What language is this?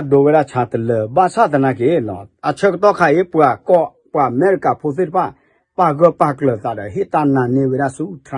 S'gaw Karen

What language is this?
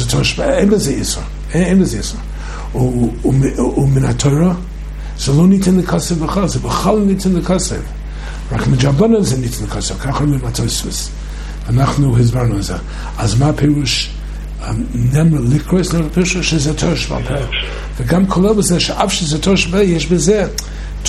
Hebrew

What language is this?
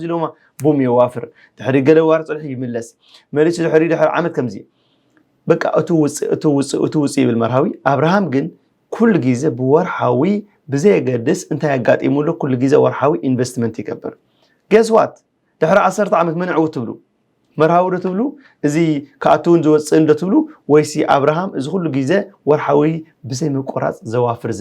Tigrinya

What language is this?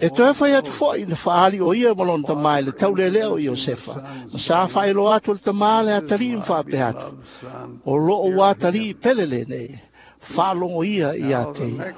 Samoan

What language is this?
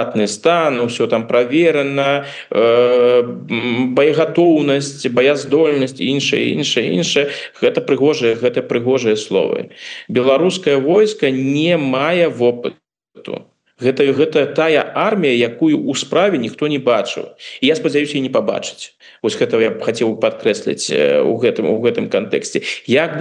Belarusian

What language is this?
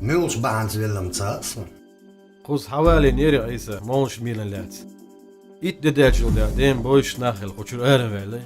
Chechen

